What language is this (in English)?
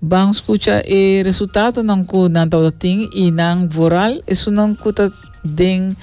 Papiamento